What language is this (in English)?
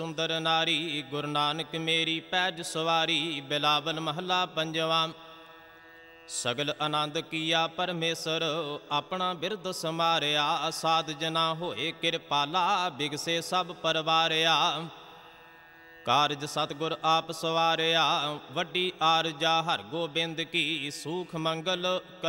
Punjabi